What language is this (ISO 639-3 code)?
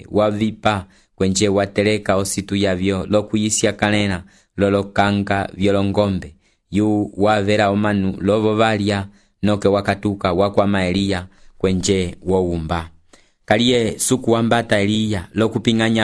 umb